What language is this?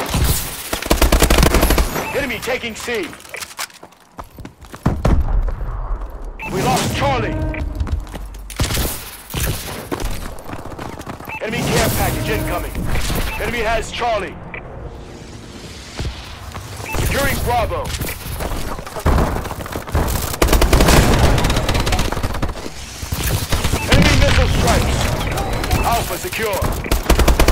English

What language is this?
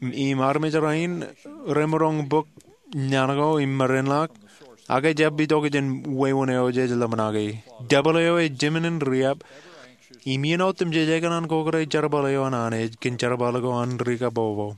Marshallese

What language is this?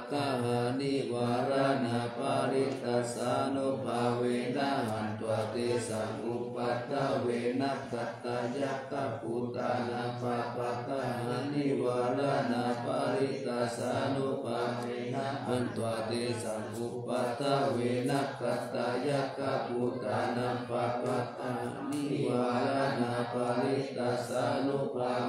Pali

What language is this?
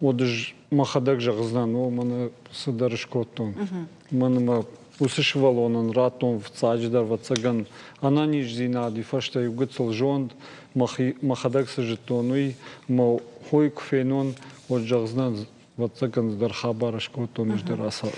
Ossetic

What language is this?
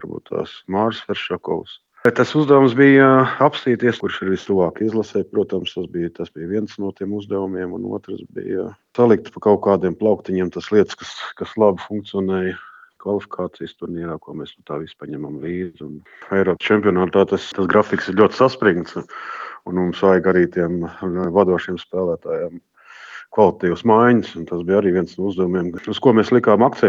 Latvian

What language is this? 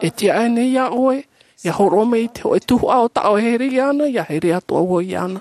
Tahitian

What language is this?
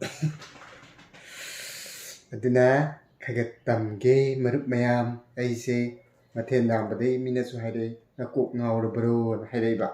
Manipuri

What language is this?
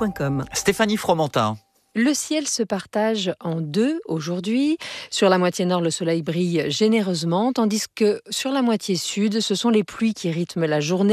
French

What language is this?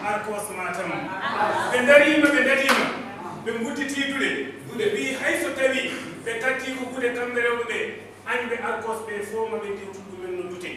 Fula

